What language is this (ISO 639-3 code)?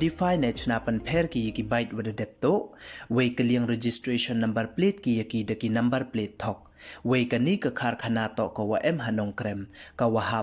pbv